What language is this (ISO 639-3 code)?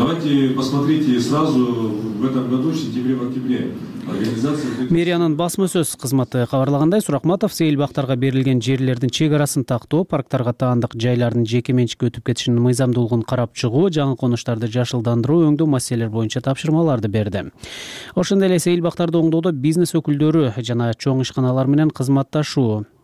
kir